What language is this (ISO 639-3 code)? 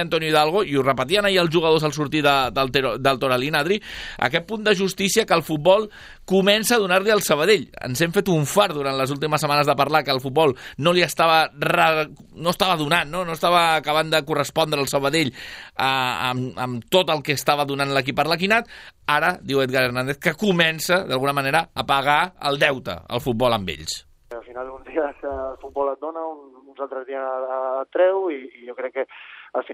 cat